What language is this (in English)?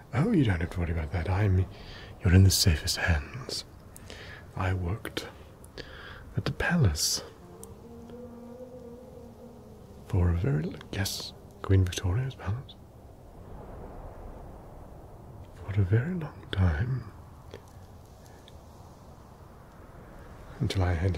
English